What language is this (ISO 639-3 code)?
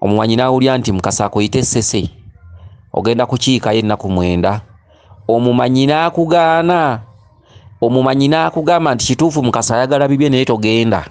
lug